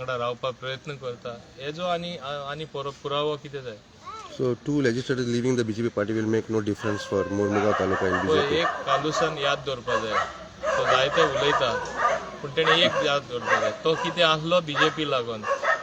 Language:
Konkani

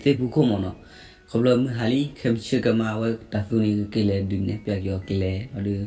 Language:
S'gaw Karen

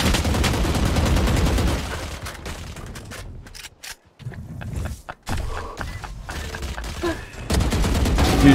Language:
Turkish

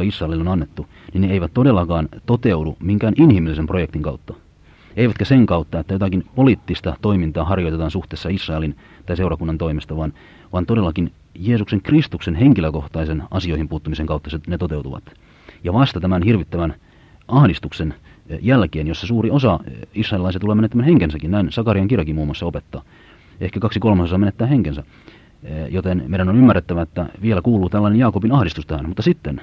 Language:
Finnish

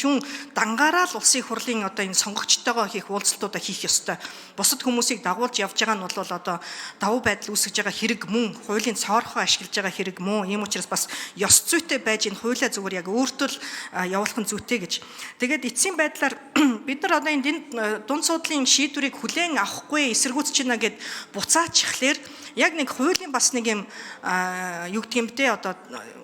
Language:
Mongolian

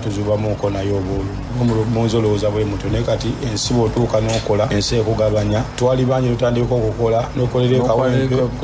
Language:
Ganda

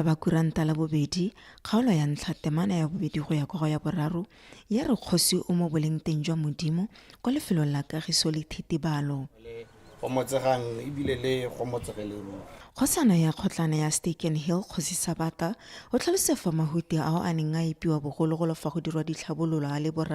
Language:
Tswana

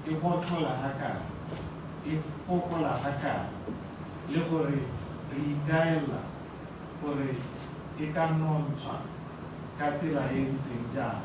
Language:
Tswana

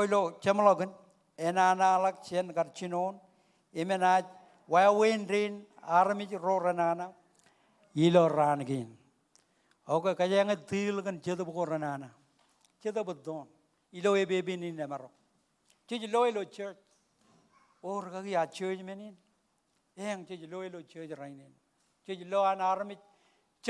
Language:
Marshallese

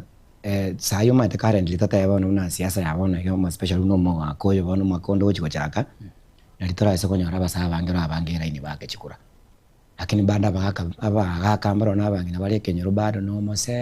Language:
Gusii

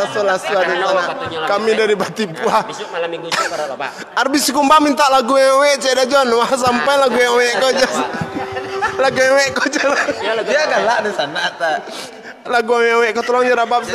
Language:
Minangkabau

